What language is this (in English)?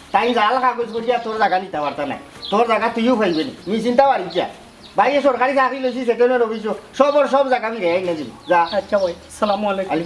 Sylheti